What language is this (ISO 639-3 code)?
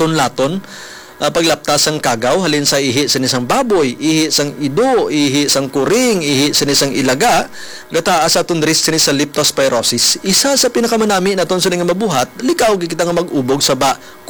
hil